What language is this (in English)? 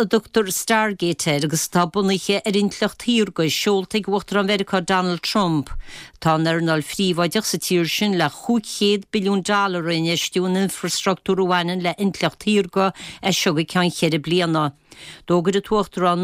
Irish